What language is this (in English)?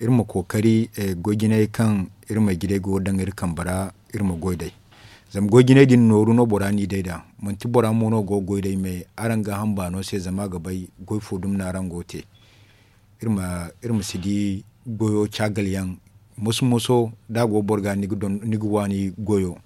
Zarma